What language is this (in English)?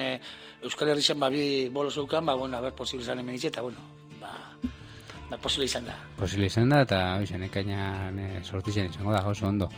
Basque